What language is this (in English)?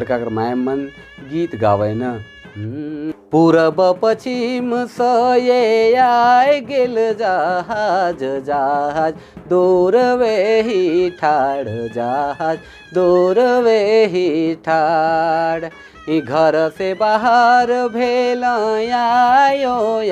Sadri